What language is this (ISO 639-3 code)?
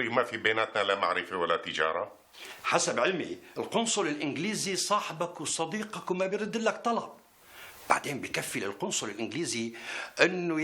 apc